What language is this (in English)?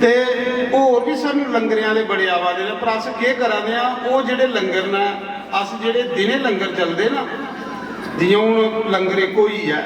Dogri